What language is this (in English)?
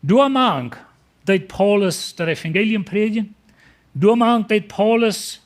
Plautdietsch